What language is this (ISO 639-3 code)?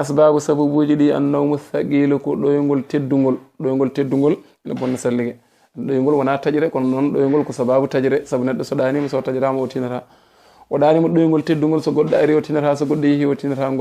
ful